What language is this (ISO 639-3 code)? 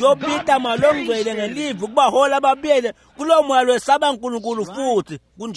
ssw